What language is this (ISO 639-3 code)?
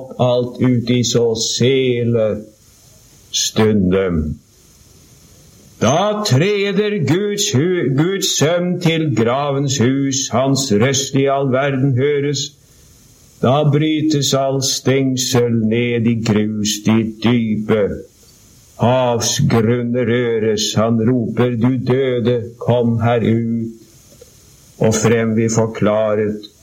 nor